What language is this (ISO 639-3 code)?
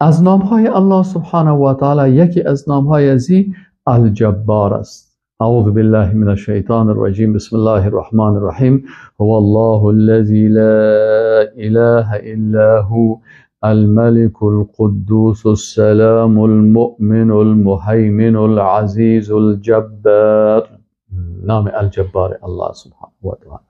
fas